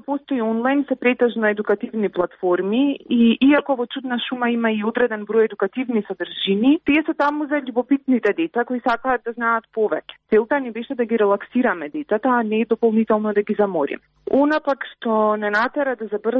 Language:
Macedonian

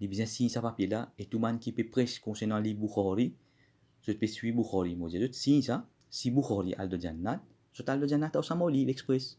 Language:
Morisyen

